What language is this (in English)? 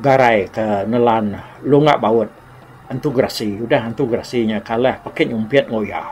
Iban